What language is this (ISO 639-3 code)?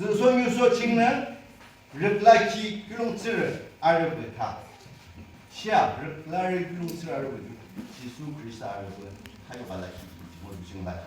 yim